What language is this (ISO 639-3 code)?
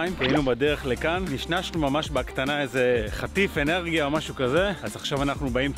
heb